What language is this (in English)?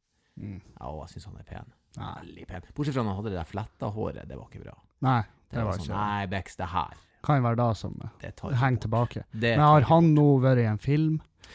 Norwegian